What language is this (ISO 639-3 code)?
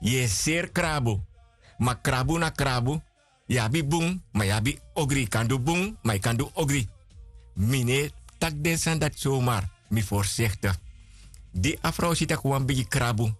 srn